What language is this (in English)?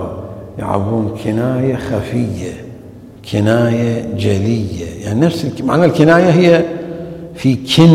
Mesopotamian Arabic